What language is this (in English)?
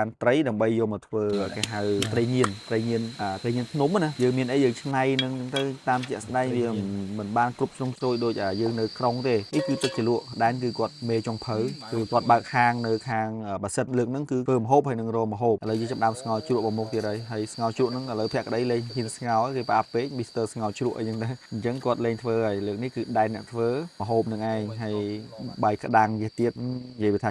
Khmer